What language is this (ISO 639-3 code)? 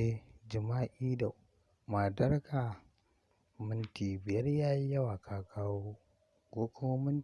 hau